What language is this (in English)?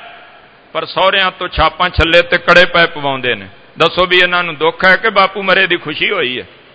Punjabi